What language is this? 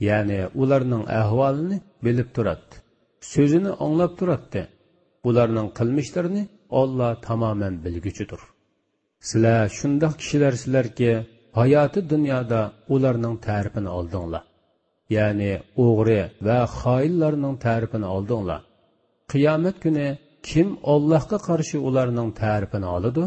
Uyghur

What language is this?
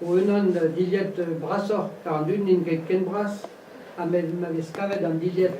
Breton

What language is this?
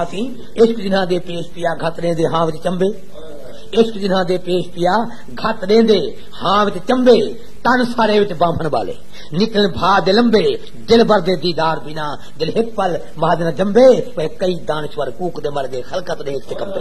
Saraiki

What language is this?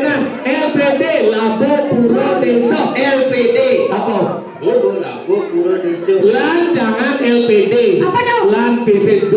Balinese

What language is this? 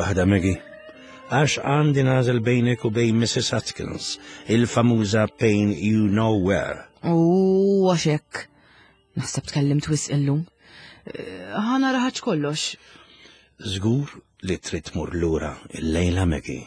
Maltese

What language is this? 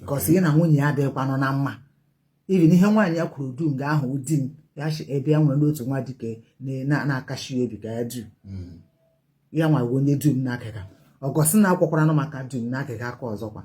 Igbo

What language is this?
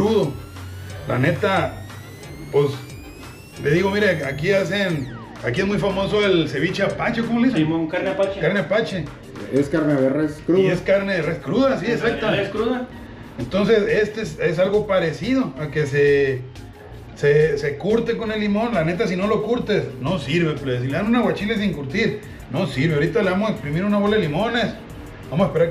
Spanish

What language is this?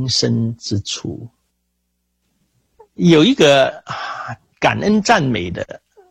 Chinese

